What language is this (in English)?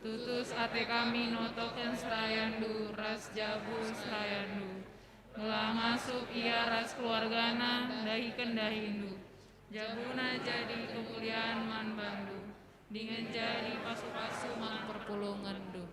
Batak Karo